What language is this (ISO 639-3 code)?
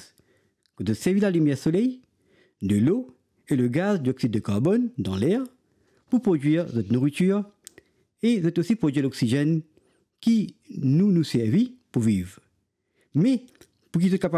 mfe